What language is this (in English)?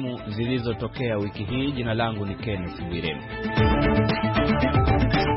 Swahili